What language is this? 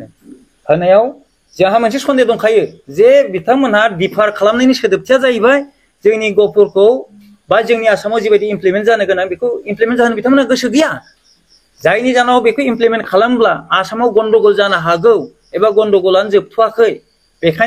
Bodo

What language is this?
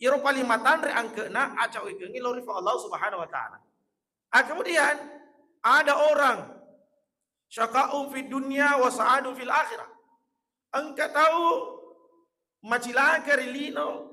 Buginese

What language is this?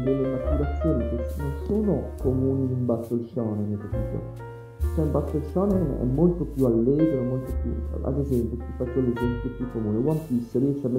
Italian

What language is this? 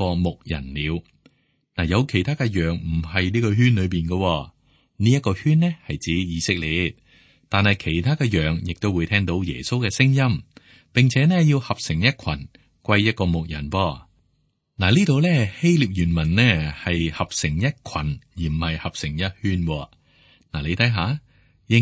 Cantonese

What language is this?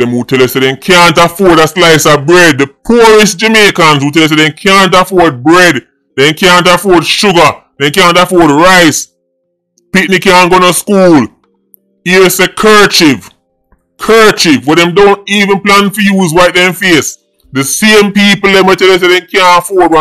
Jamaican Creole English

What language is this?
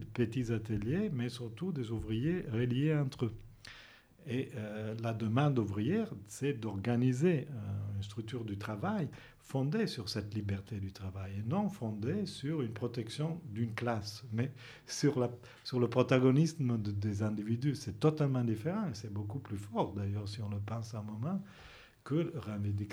French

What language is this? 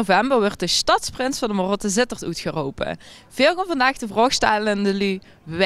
Limburgish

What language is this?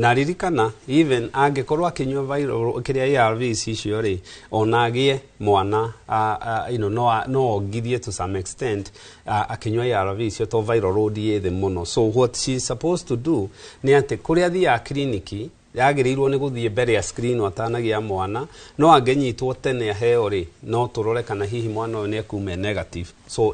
Kikuyu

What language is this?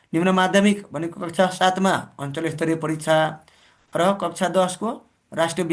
Nepali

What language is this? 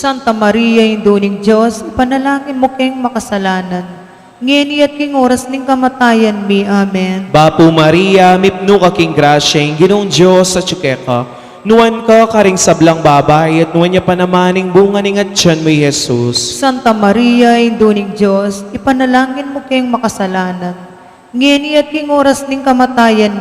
Pampanga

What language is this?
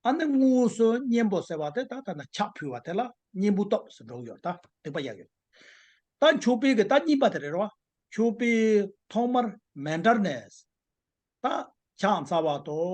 Tibetan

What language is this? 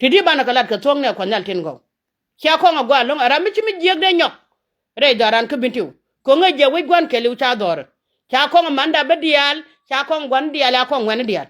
Nuer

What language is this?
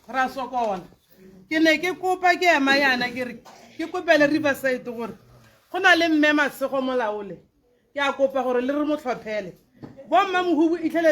Tswana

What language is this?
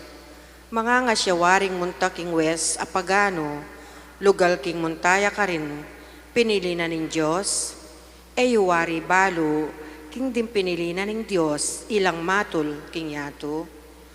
Pampanga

